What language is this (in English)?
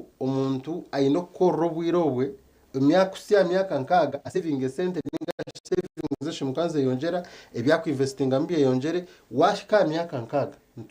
Nyankole